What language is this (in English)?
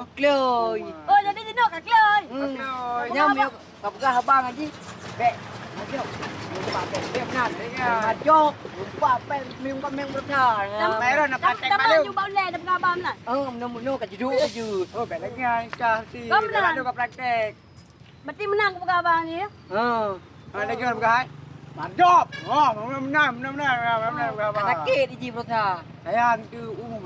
Achinese